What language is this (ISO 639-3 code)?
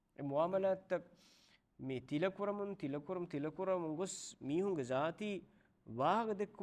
div